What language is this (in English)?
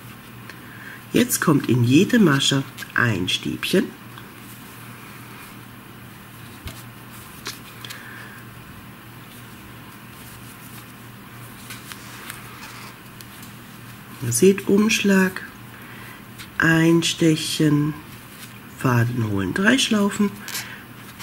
German